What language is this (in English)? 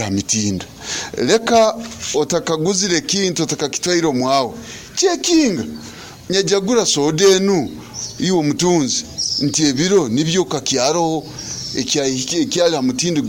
Nyoro